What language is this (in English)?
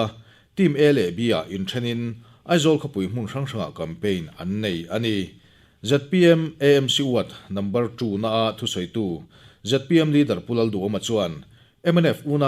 Mizo